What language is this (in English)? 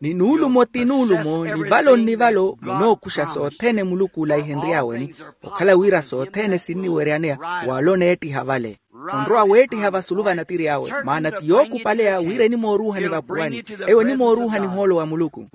Makhuwa